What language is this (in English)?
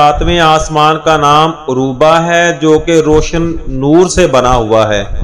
Urdu